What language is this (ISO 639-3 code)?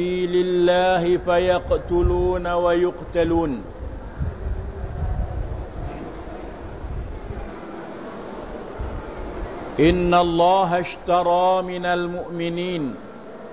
msa